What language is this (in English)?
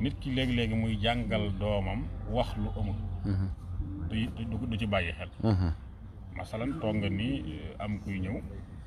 Wolof